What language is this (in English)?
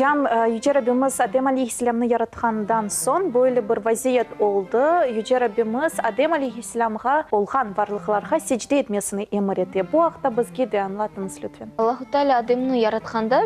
Crimean Tatar